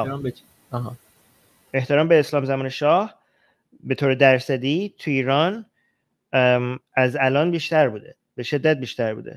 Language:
Persian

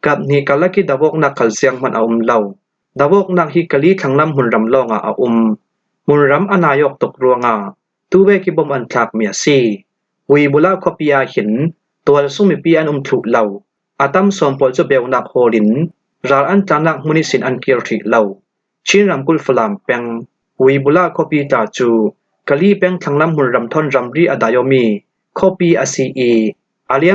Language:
Falam Chin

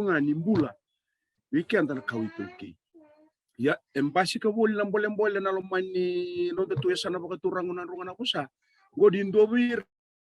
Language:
Fijian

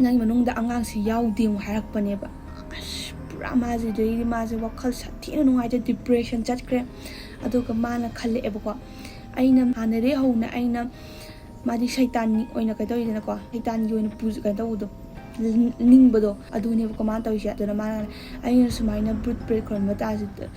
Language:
Manipuri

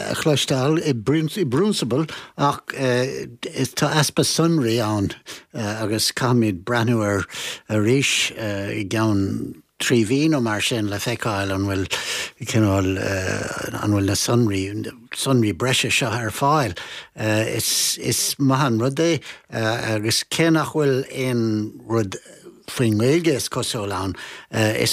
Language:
Irish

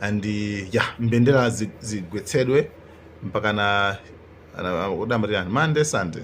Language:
Nyanja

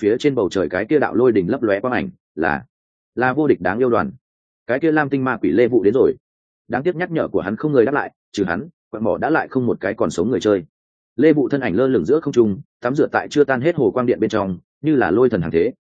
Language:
Vietnamese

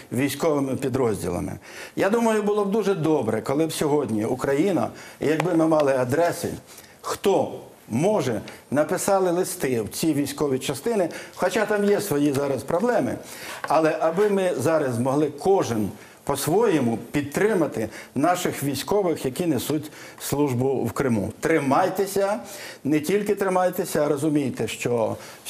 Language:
Ukrainian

